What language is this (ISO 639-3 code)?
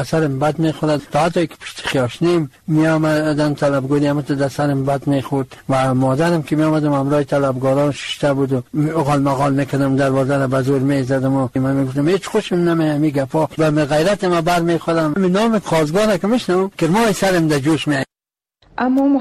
fas